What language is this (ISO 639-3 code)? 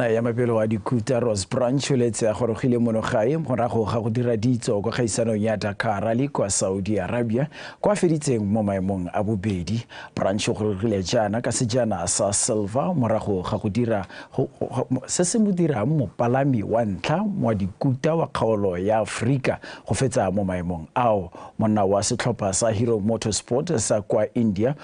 tsn